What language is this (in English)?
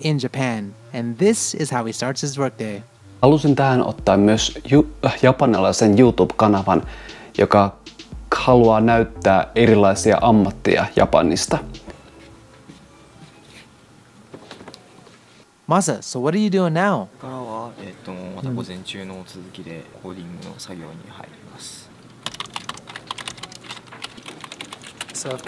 Finnish